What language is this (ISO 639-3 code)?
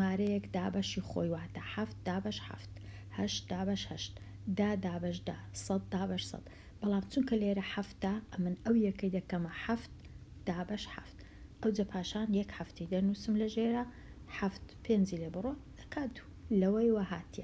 ckb